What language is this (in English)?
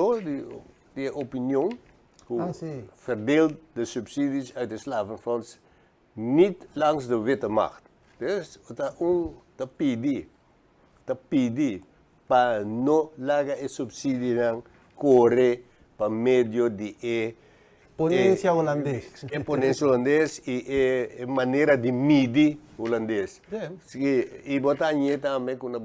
Papiamento